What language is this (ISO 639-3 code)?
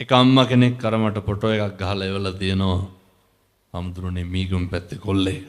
sin